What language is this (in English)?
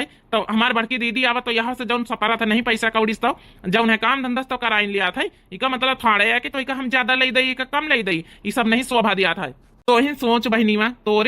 Awadhi